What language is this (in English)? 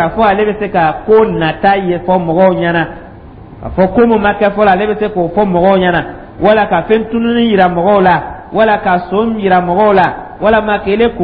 Dyula